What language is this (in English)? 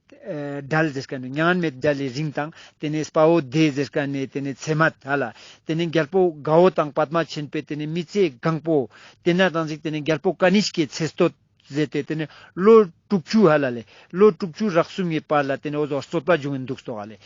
Ladakhi